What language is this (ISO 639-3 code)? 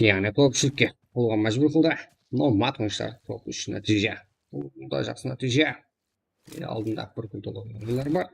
kaa